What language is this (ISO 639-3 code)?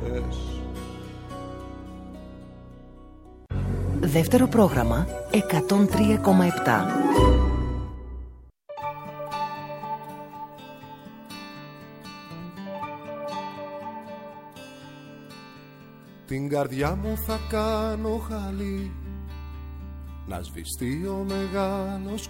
ell